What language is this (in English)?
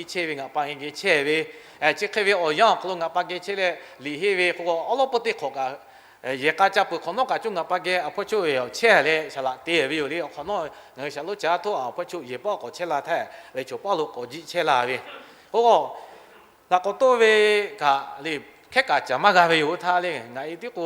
Lahu